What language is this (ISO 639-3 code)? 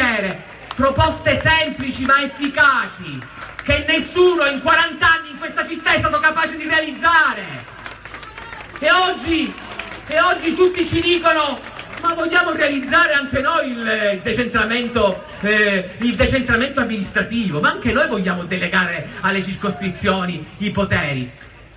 ita